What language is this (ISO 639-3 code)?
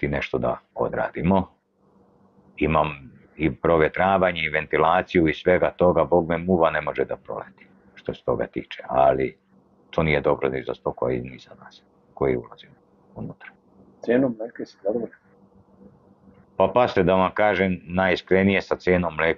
srp